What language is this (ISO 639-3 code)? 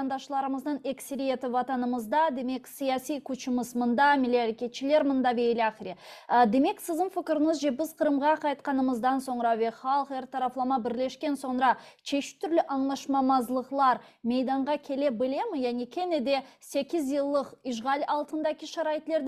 crh